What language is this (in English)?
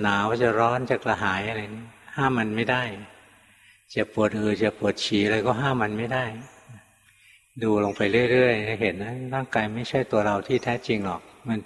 Thai